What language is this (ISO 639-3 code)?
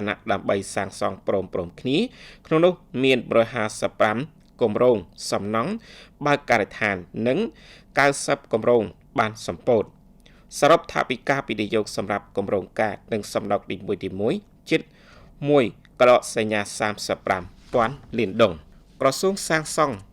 khm